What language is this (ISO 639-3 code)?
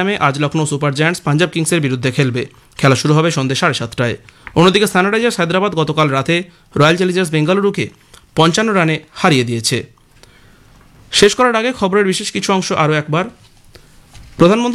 ben